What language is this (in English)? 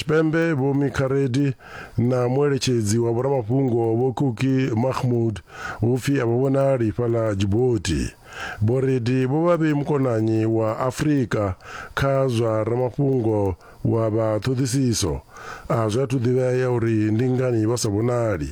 Venda